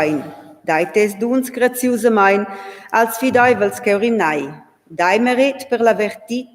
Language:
Romansh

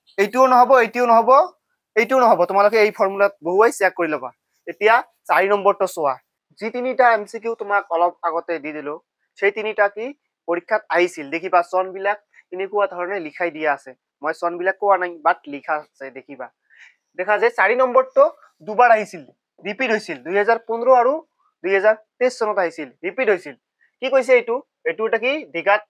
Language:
Assamese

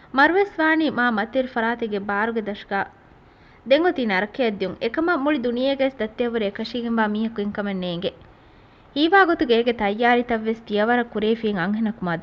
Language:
Divehi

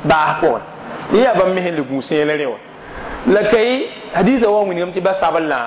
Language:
Mossi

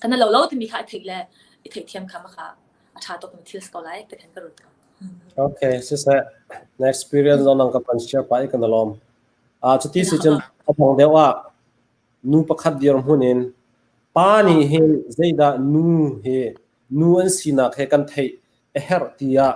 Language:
Hakha Chin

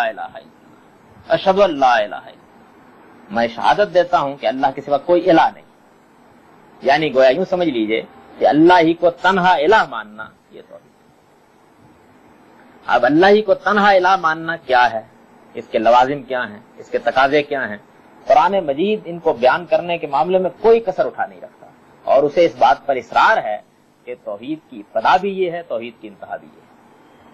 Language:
Urdu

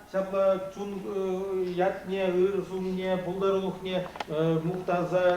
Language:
Chuvash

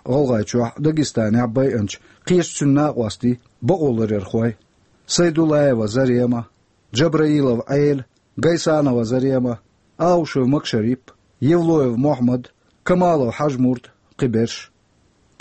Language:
Chechen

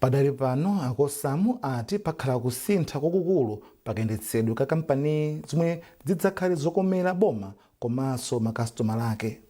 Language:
Nyanja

